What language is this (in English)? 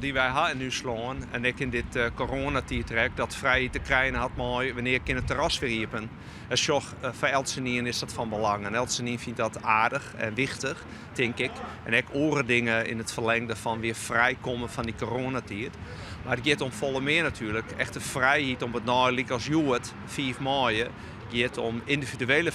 Western Frisian